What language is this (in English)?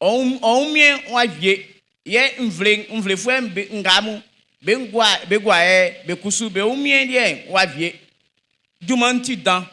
Baoulé